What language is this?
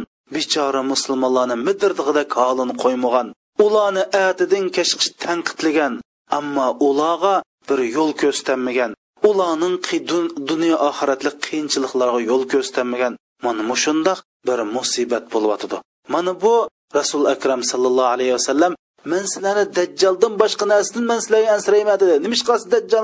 Uyghur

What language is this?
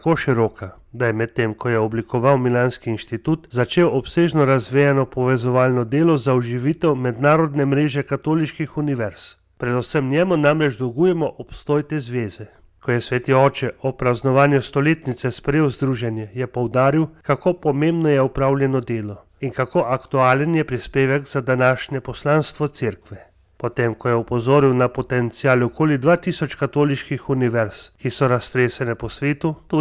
Slovenian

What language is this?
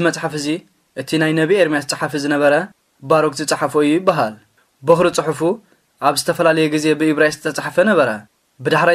Tigrinya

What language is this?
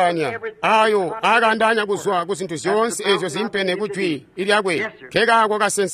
Tonga (Zambia)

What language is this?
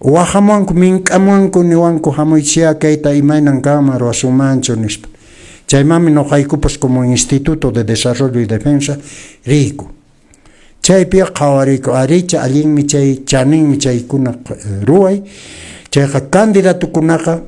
Quechua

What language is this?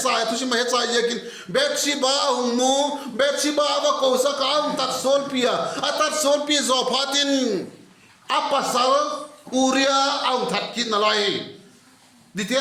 Vaiphei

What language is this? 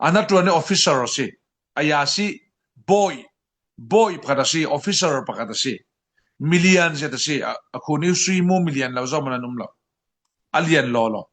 Falam Chin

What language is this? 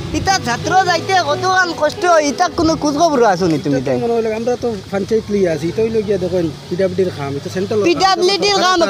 Sylheti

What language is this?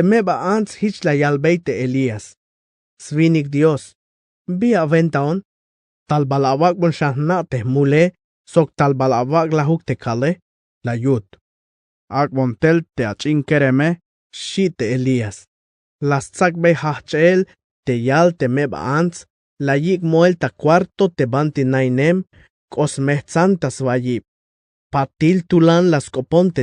Tzeltal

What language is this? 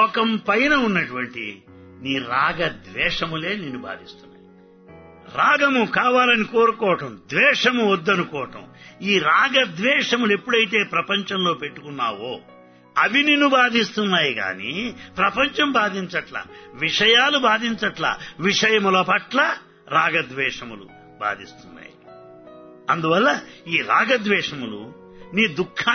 Telugu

